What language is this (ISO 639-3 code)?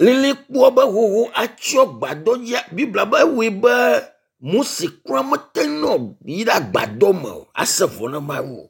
ewe